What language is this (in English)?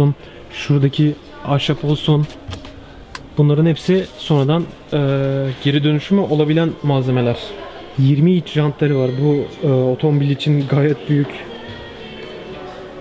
Turkish